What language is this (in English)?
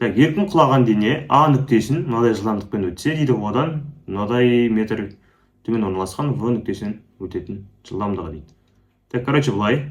Kazakh